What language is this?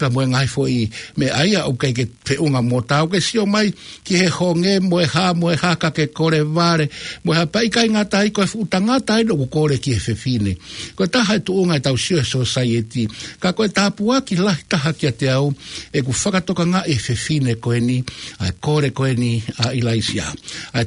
Tongan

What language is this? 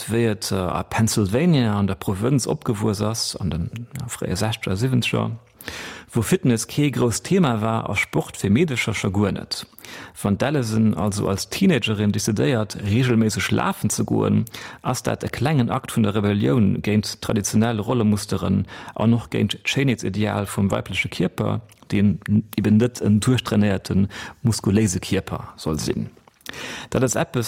Luxembourgish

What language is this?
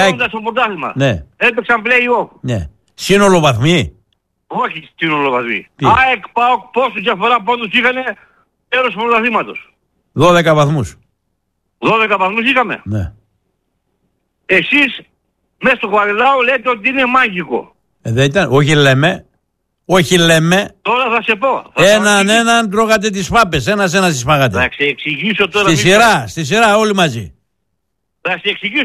Greek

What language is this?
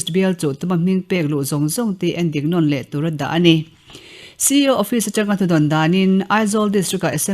Mizo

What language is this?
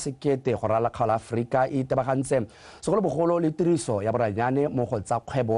Tswana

